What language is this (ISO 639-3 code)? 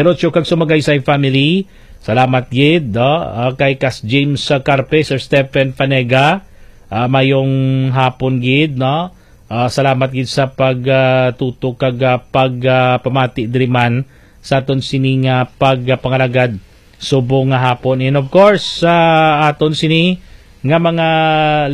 hil